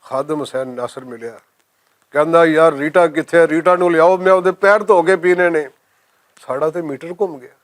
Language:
Western Panjabi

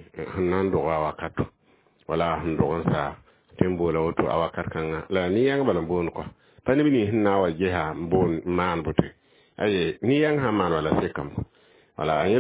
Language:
Mossi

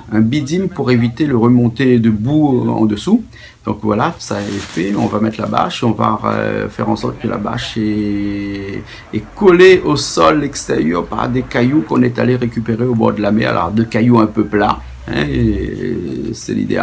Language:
Réunion Creole French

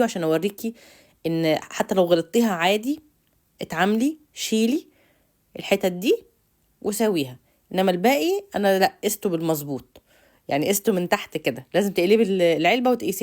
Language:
Egyptian Arabic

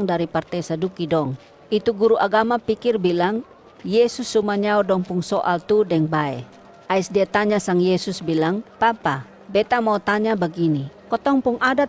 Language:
Kupang Malay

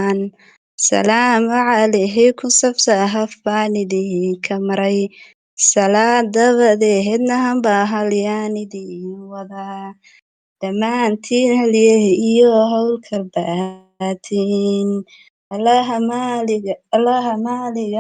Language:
Somali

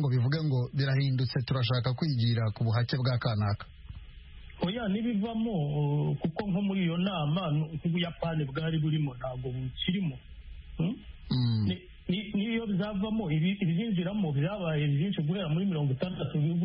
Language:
Kinyarwanda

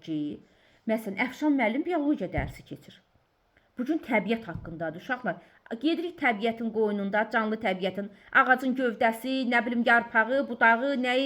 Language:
Azerbaijani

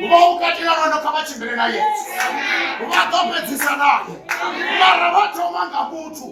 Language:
Venda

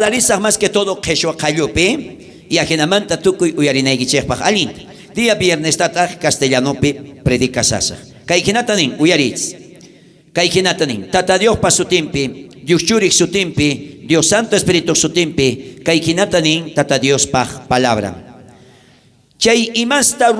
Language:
South Bolivian Quechua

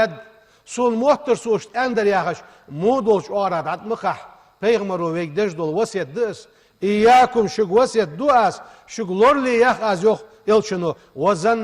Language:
Ingush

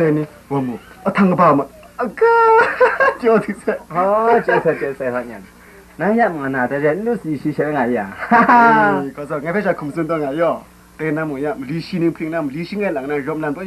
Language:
Kachin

